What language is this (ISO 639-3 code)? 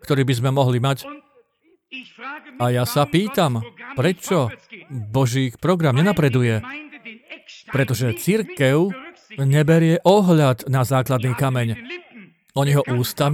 slk